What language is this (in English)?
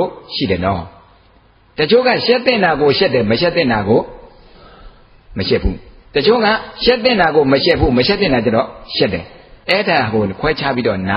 Burmese